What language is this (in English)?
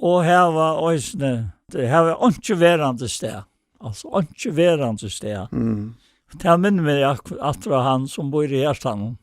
Faroese